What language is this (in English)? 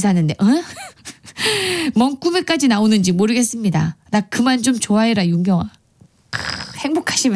Korean